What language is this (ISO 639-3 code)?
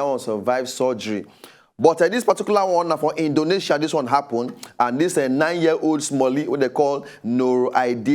pcm